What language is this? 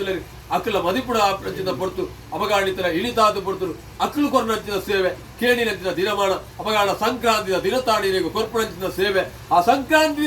Tulu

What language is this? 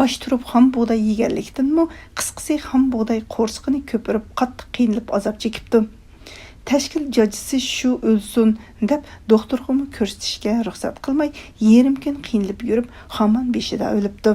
Uyghur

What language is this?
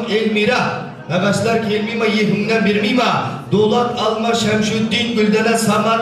Kazakh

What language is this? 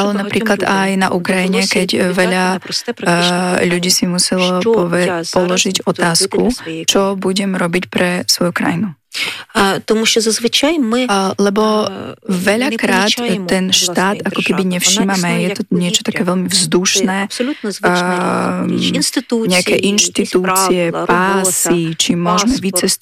Slovak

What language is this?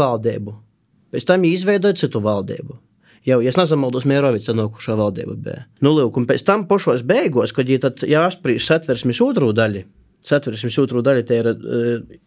Latvian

